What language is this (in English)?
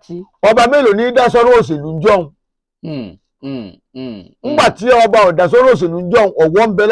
Yoruba